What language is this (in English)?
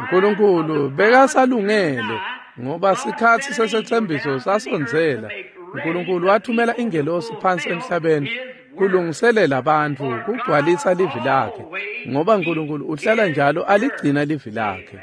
Swati